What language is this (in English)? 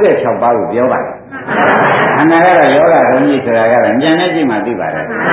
Burmese